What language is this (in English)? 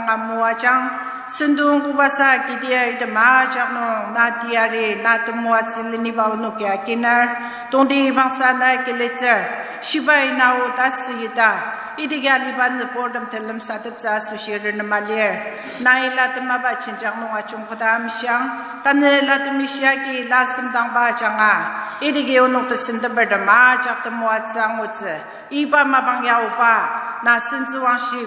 Ao Naga